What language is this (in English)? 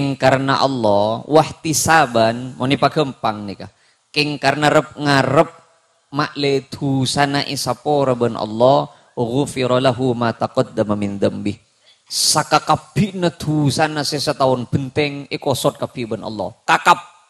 Madurese